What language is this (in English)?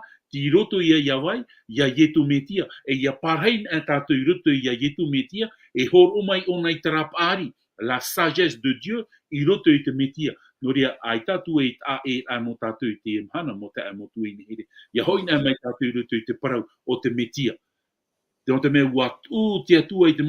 Tahitian